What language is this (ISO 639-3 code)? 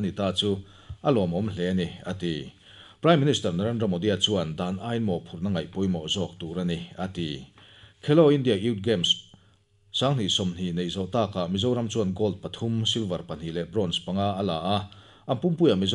lus